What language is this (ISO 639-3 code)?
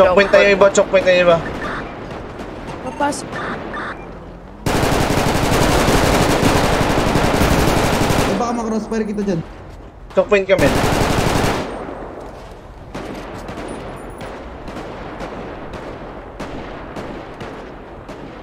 fil